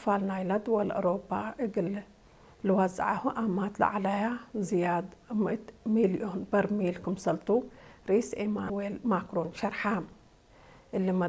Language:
Tigre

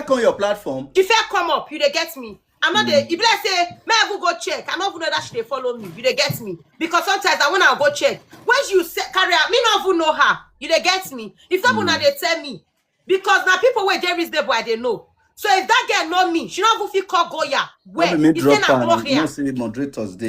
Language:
Nigerian Pidgin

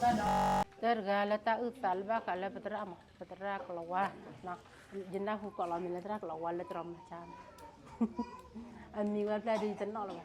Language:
S'gaw Karen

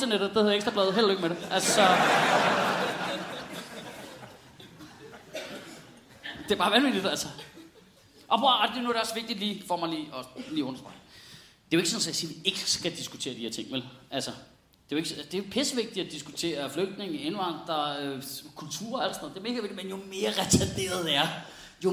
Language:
Danish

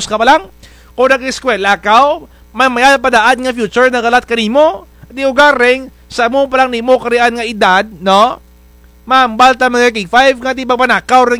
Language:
Kinaray-a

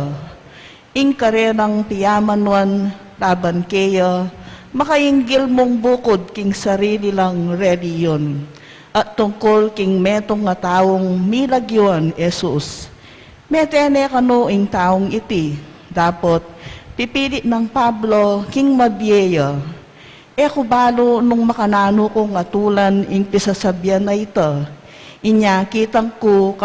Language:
Pampanga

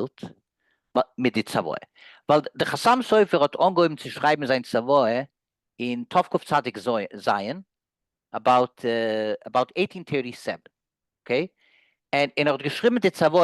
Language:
Yiddish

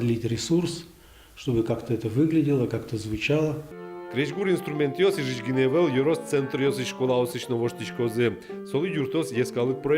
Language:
Udmurt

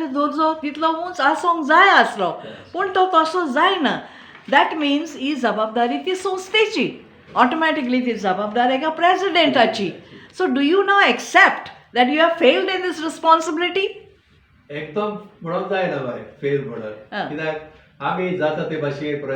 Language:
Konkani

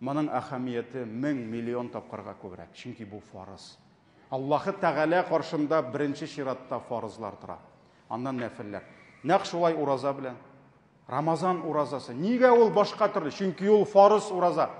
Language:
Tatar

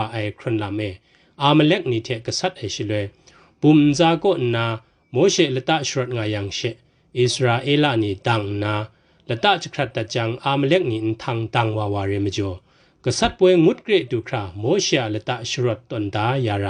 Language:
Kachin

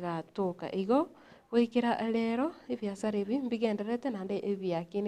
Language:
Gusii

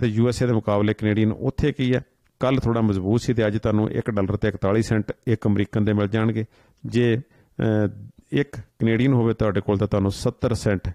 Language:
Punjabi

